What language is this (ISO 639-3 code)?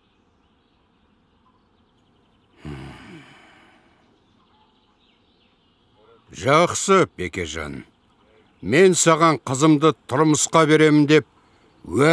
kaz